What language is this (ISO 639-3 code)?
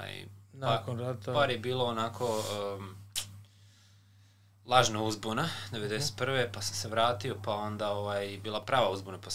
srp